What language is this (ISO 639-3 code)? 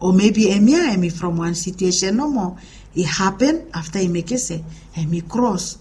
bis